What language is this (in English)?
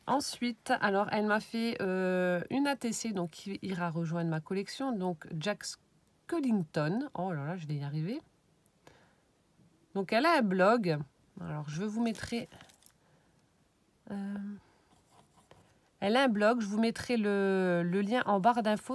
French